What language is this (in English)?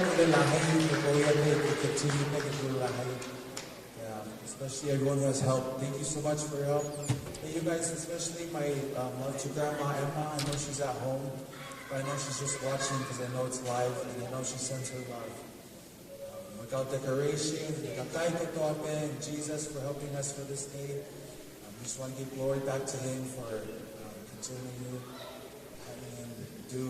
Tongan